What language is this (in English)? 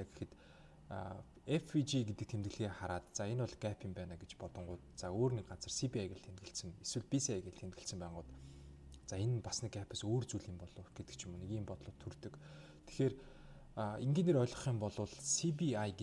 Mongolian